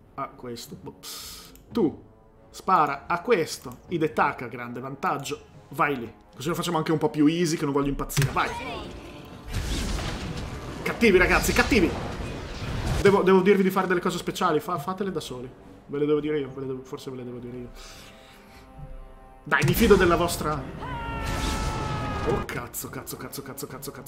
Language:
Italian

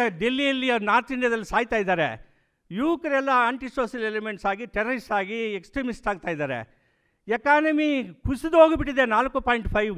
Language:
Kannada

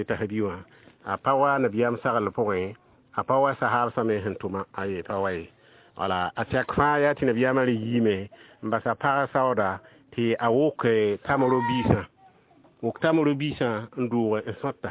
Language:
Mossi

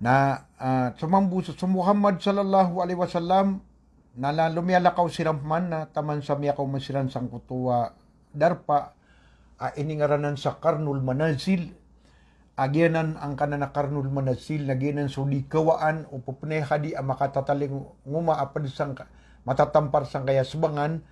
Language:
Maranao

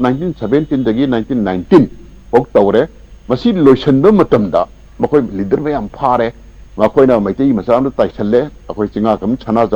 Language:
Manipuri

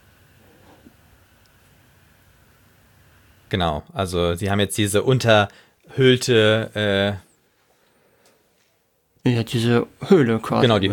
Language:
German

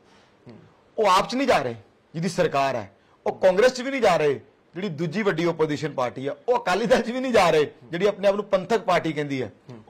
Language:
Punjabi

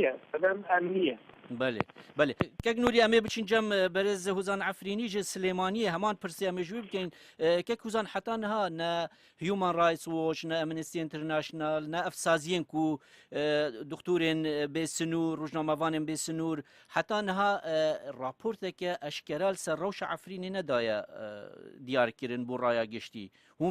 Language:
Kurdish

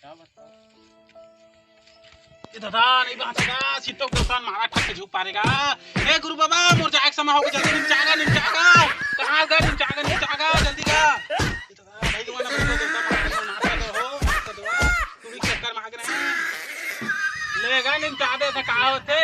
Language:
Chhattisgarhi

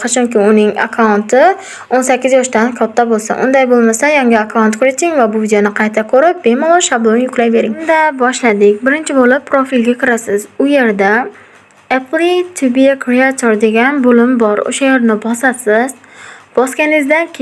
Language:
Uzbek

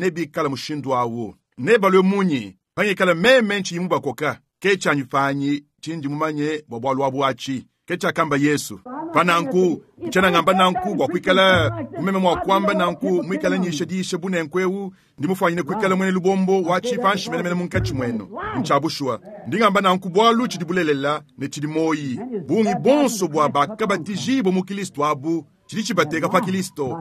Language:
Luba-Lulua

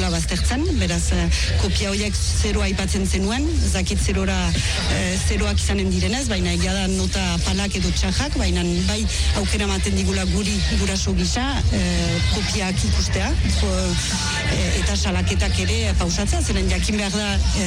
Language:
Basque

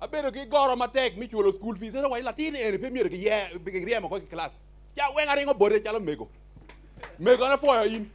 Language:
Acoli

